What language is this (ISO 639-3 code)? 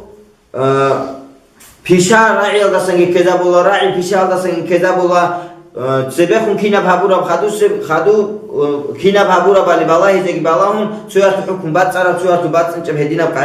ava